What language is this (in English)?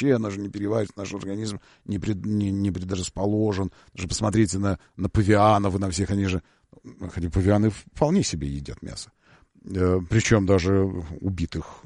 Russian